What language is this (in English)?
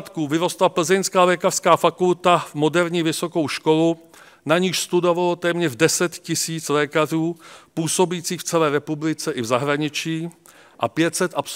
Czech